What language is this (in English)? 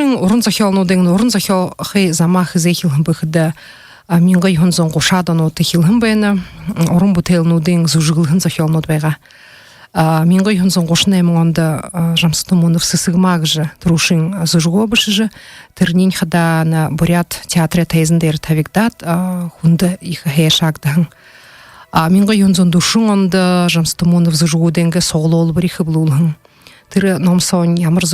Buriat